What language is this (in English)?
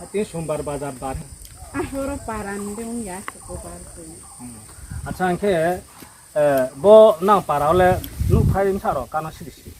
Riang (India)